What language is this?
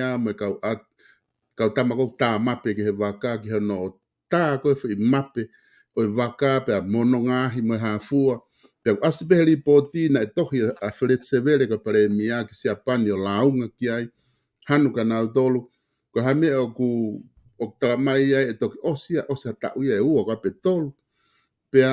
Tongan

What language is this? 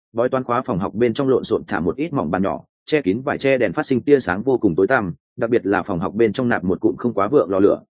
Vietnamese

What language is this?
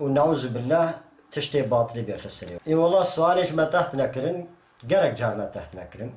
Kurdish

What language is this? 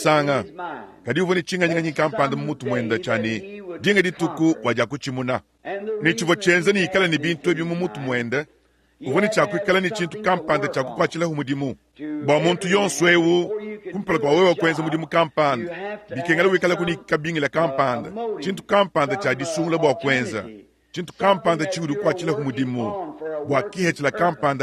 Luba-Lulua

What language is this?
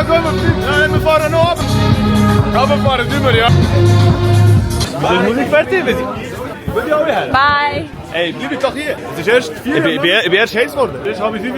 Swiss German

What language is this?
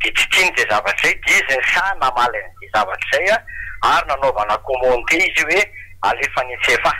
Malagasy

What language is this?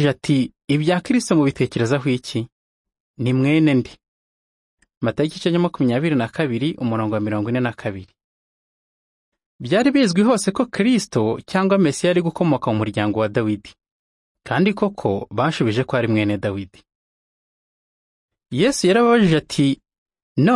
Kinyarwanda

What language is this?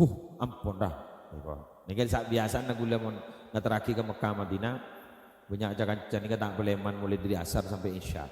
Madurese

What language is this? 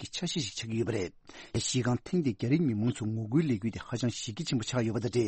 Tibetan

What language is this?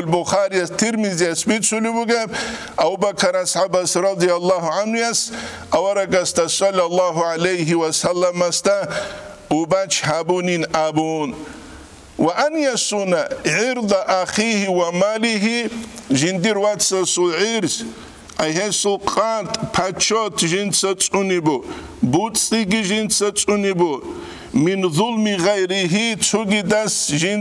Avaric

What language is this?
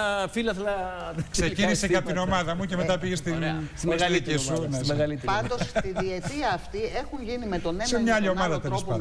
Greek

